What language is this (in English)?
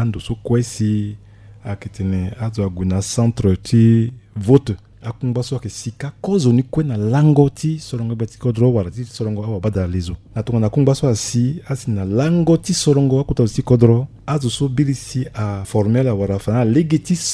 Sango